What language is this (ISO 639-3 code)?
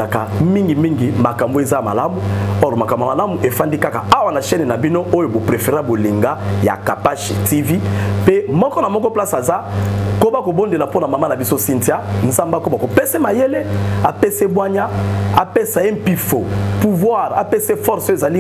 lin